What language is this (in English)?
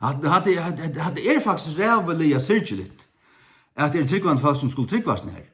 Faroese